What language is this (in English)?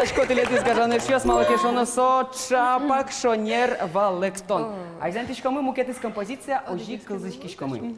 Udmurt